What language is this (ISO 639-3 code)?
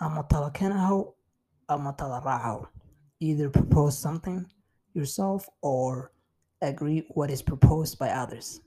eng